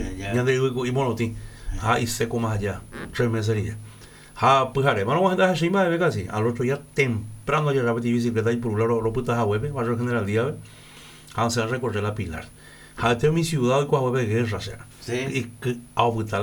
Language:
Guarani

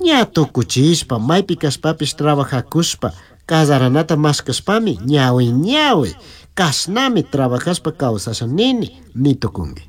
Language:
Chimborazo Highland Quichua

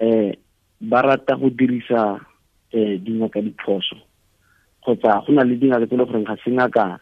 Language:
Tswana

